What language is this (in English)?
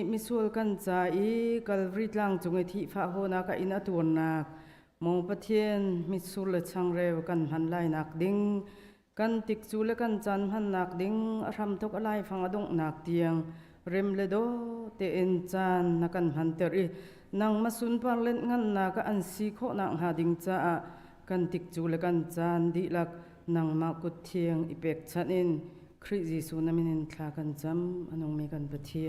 Hakha Chin